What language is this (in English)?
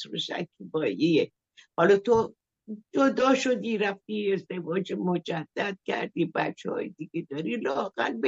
Persian